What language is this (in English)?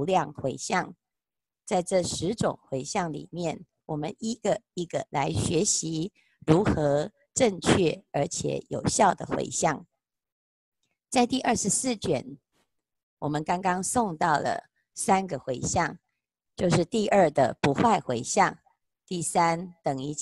Chinese